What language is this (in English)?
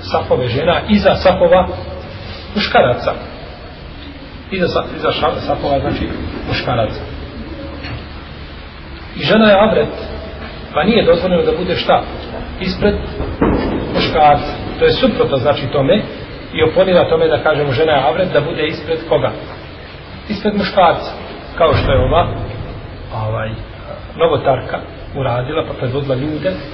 Bosnian